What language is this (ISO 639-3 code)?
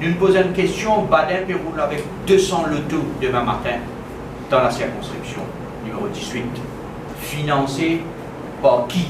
mfe